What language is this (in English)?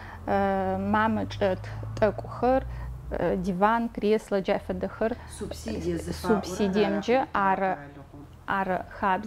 Adyghe